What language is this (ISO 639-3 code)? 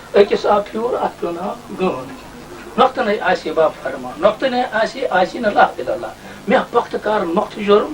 kas